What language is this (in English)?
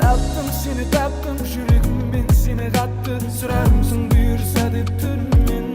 Kara-Kalpak